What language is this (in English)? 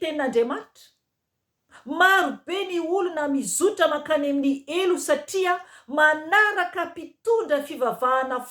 Malagasy